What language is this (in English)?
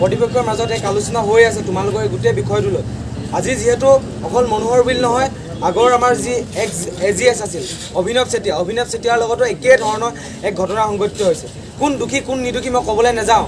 Assamese